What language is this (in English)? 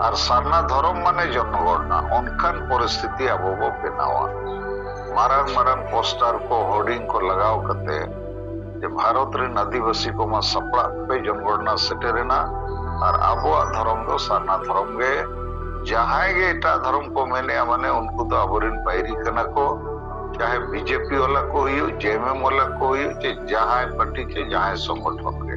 Santali